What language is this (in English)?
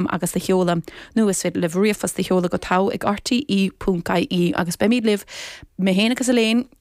Irish